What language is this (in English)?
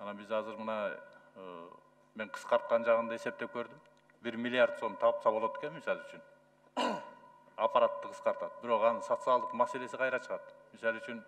Kyrgyz